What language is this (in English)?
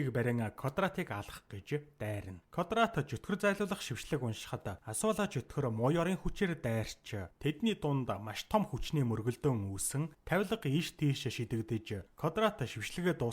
Mongolian